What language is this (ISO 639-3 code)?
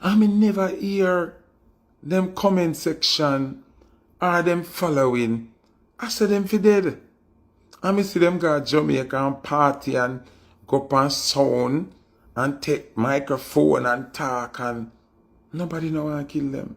jam